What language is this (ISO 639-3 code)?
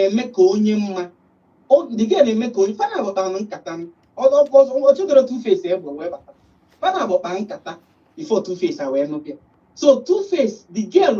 ibo